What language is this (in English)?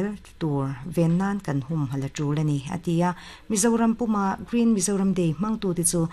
Mizo